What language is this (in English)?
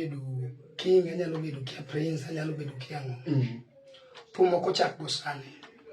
Luo (Kenya and Tanzania)